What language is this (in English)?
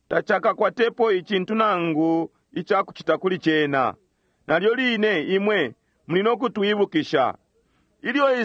Bemba